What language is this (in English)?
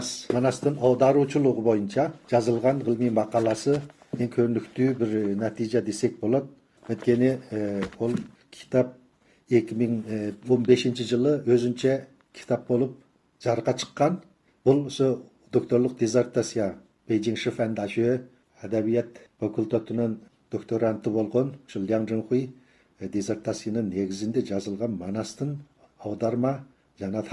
Kyrgyz